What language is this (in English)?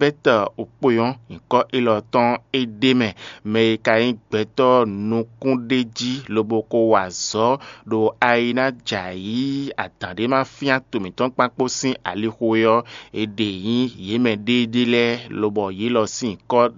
Fon